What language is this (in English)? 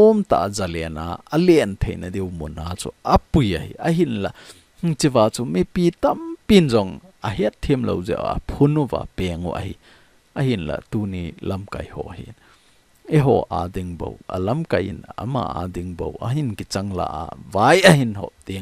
Thado Chin